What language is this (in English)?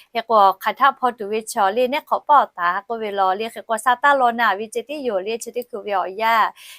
Lahu